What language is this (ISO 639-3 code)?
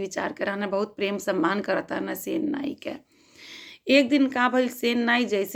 bho